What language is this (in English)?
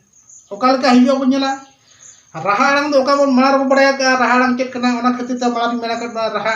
Santali